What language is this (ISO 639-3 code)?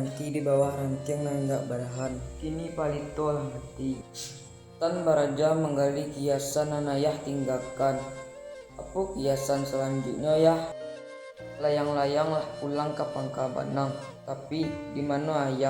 min